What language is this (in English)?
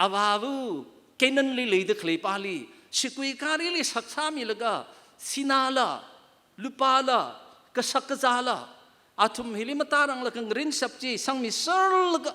Tangkhul Naga (India)